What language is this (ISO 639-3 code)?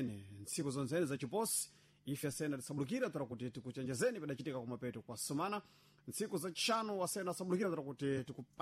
seh